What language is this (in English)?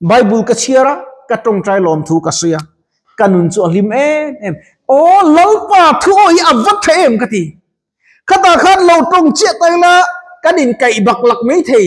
Mizo